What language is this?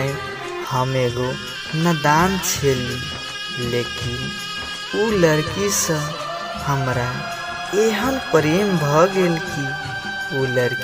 Maithili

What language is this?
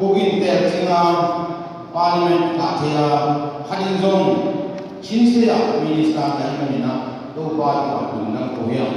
Tedim Chin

